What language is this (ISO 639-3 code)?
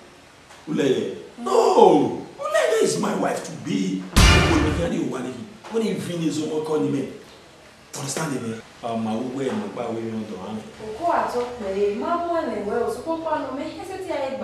bin